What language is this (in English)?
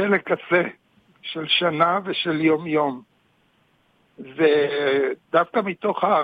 Hebrew